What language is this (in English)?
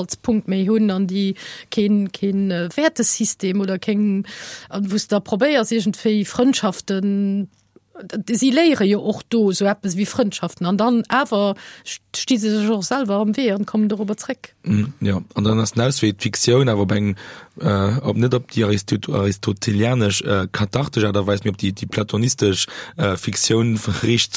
Luxembourgish